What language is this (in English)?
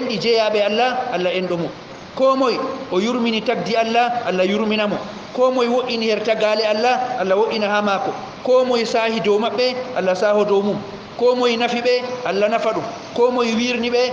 Fula